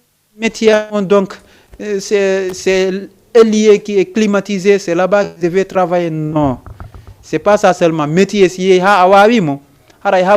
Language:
Fula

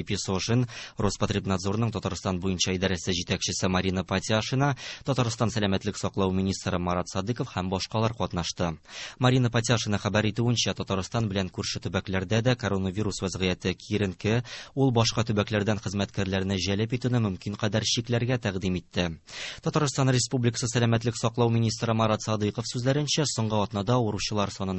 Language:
Tatar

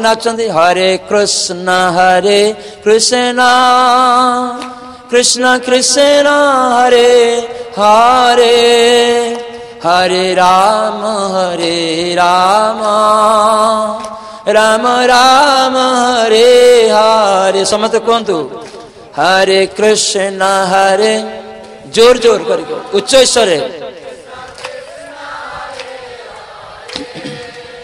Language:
Odia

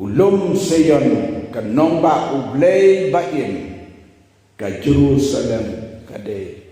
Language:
Khasi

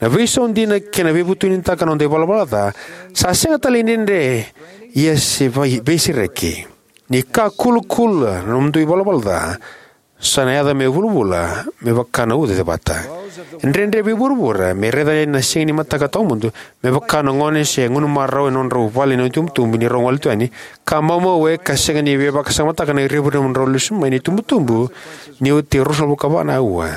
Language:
Fijian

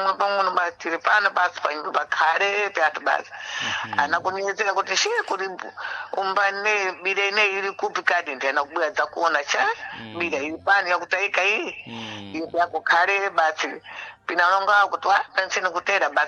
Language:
Sena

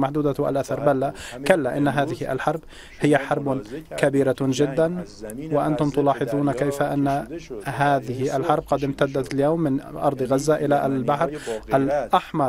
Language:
Arabic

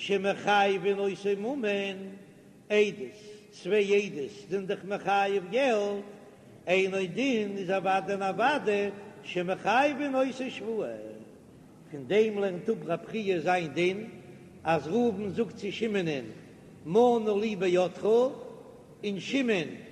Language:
Yiddish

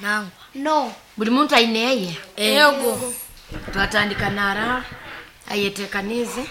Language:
Nyoro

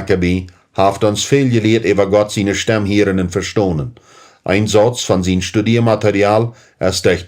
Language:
Plautdietsch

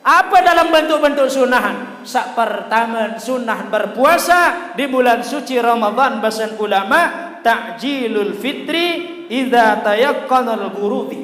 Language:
Sasak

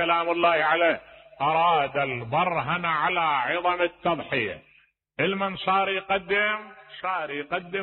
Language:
Mesopotamian Arabic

